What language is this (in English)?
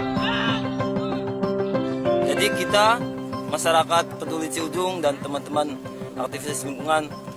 Indonesian